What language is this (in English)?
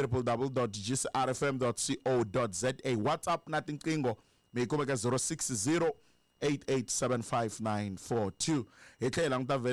Tsonga